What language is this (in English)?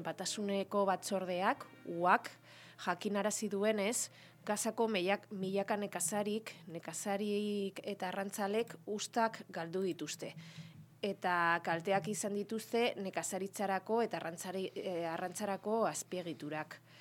Basque